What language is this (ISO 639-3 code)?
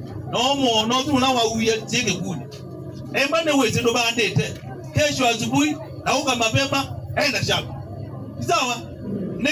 kam